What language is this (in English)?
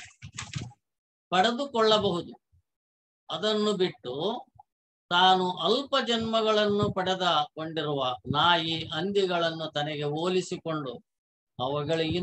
Kannada